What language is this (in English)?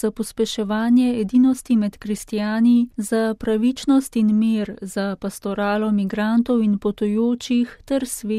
Slovenian